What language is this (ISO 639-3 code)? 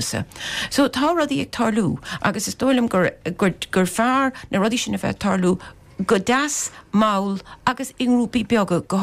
gle